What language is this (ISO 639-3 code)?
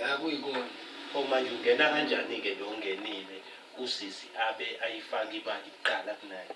zul